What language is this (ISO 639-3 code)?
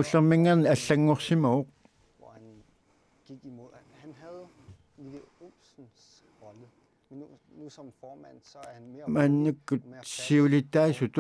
kal